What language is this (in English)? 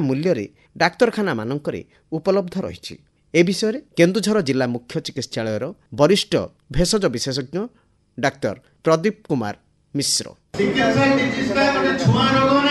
Odia